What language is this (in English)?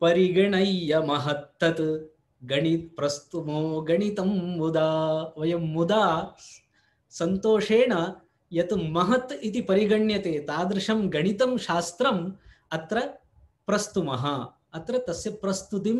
Sanskrit